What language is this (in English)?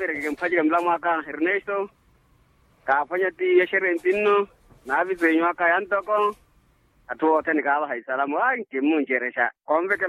Makhuwa